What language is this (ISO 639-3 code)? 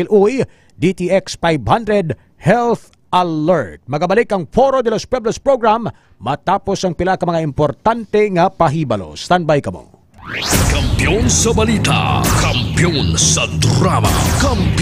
hil